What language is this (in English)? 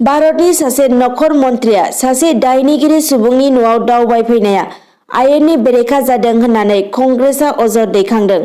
Bodo